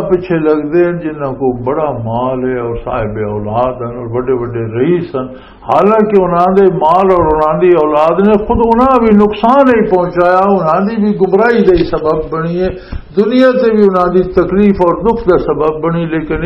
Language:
Western Panjabi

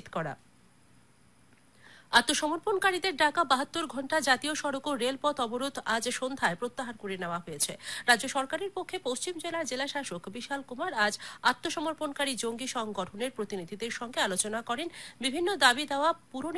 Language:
Bangla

